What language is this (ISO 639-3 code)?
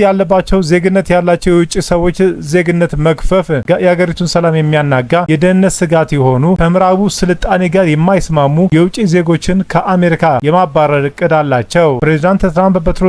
amh